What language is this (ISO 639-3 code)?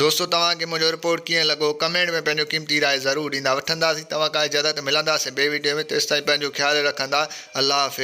snd